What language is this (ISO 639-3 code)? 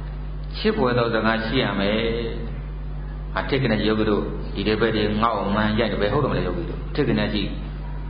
mya